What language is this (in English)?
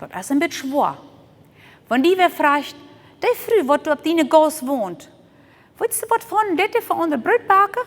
Plautdietsch